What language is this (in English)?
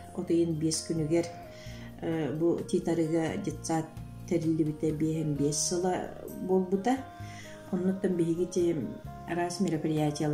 Yakut